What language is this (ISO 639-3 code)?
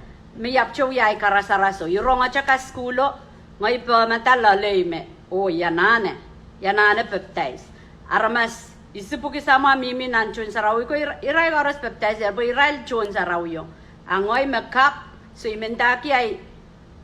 pon